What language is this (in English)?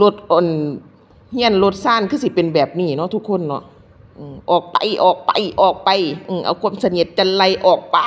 Lao